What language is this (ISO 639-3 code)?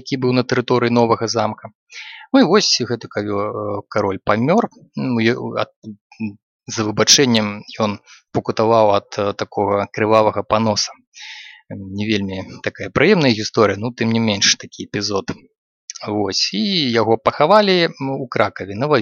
bel